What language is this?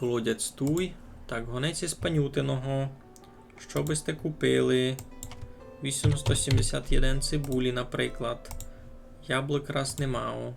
Rusyn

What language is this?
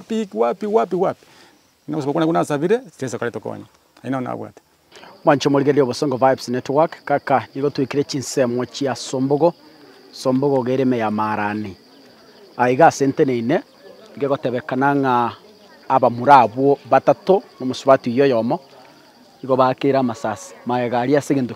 Gusii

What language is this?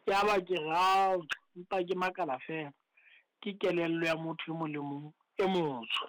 Southern Sotho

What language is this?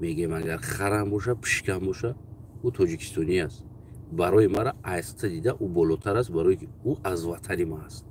Tajik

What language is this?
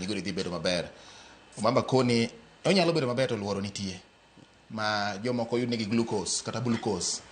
Luo (Kenya and Tanzania)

